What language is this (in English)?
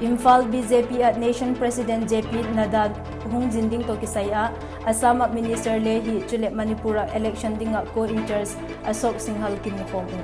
Vaiphei